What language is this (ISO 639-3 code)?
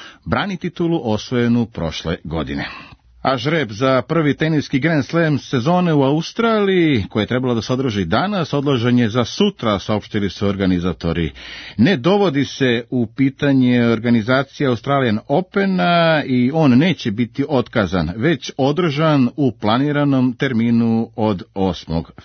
srp